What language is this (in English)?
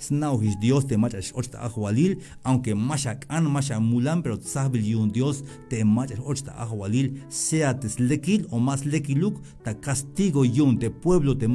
Tzeltal